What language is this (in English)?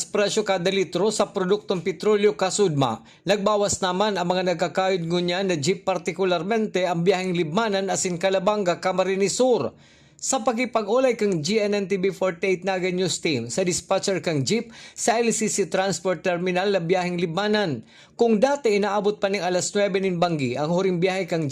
Bikol